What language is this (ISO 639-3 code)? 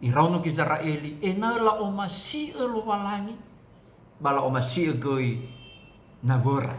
nia